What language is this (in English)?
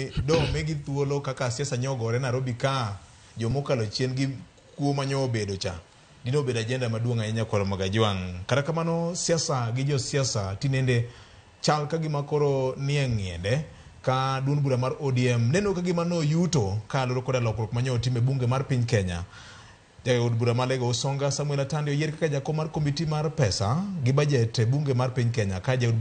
Luo (Kenya and Tanzania)